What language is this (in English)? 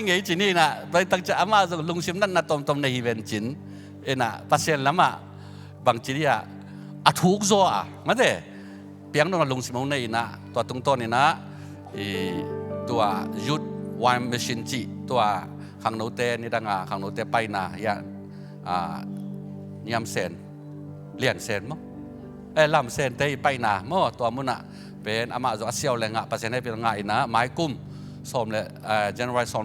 Tedim Chin